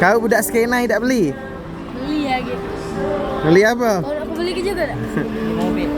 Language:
Musi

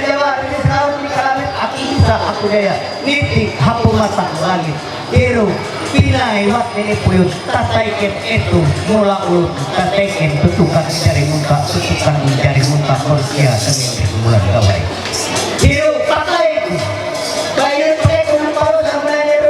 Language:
Ma'anyan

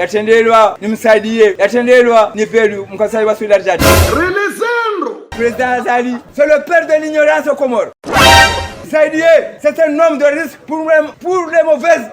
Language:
Ngazidja Comorian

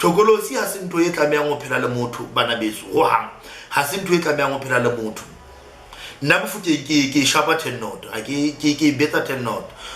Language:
Southern Sotho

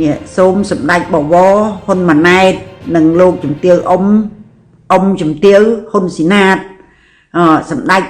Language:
Khmer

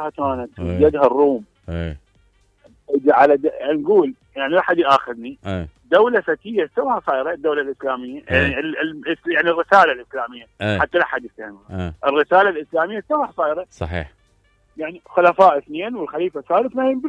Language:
Mesopotamian Arabic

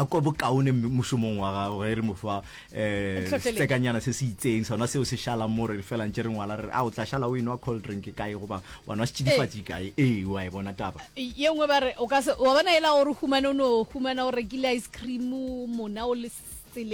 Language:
Northern Sotho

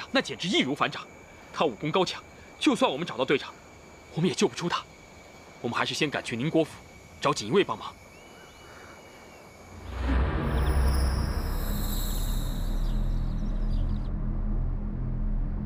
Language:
Chinese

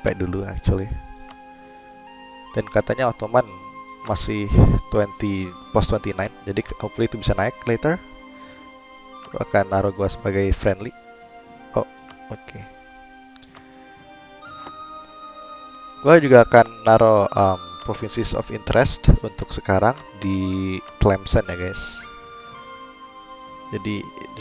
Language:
Indonesian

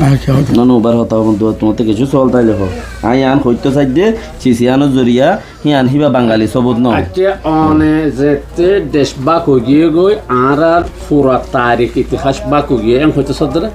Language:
Rohingya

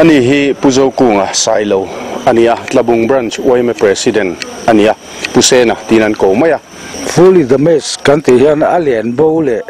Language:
Mizo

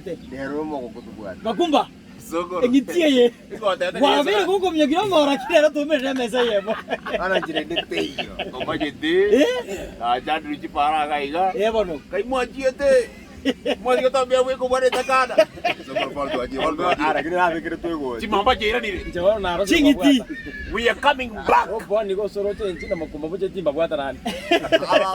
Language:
Gusii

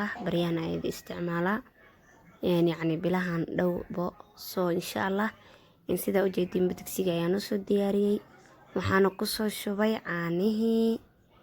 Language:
Somali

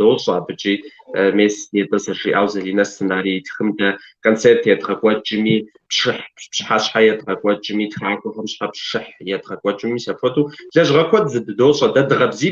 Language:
Kabardian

